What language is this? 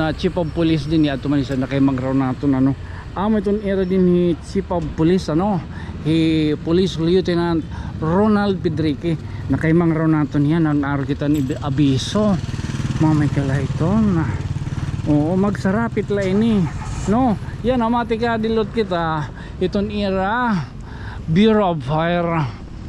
Waray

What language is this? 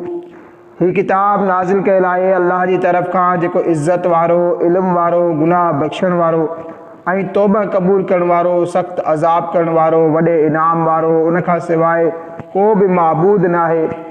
Sindhi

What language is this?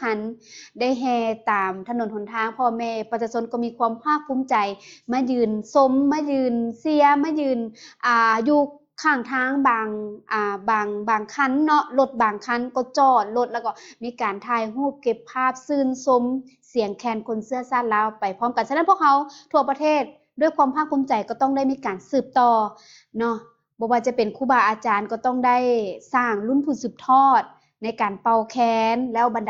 Lao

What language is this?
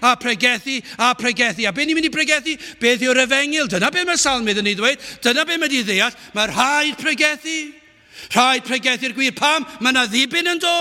Welsh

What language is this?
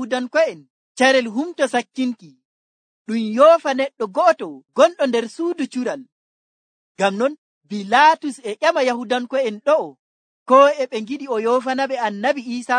Nigerian Fulfulde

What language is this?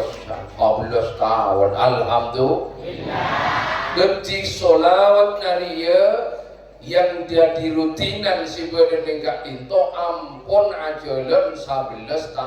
Madurese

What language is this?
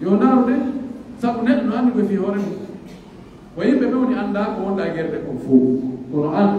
Pular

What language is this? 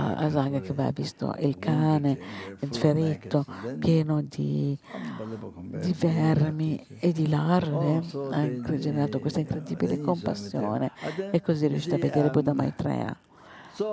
Italian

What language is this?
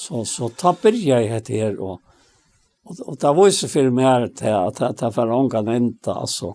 Faroese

